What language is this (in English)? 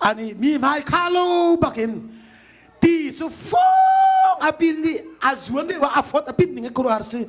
Hakha Chin